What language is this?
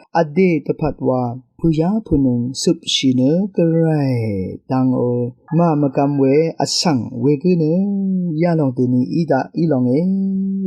Rawang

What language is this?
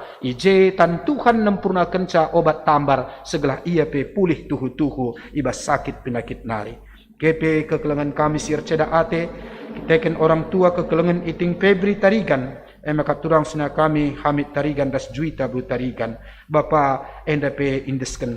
Batak Karo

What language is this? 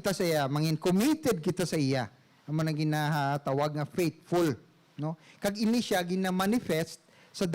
Hiligaynon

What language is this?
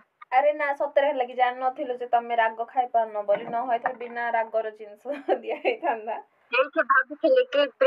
Odia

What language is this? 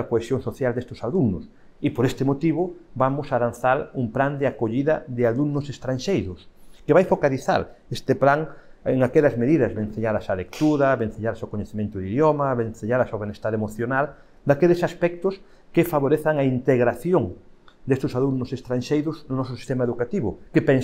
Galician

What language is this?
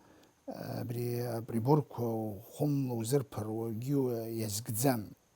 Abkhazian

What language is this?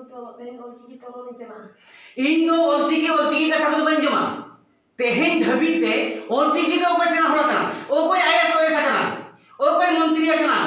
Santali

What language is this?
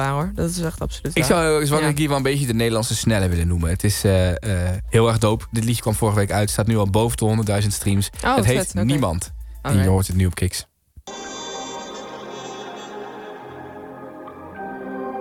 Dutch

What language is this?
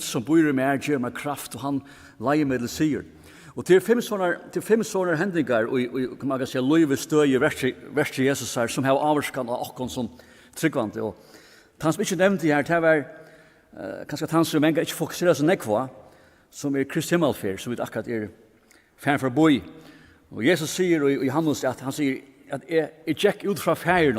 Faroese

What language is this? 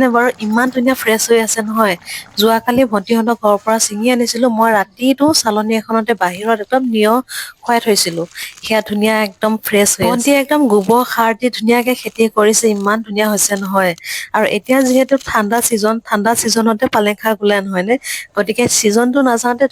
Assamese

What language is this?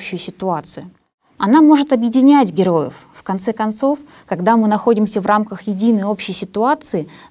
Russian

